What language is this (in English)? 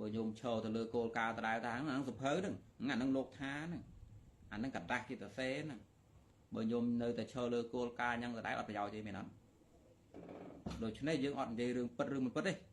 Khmer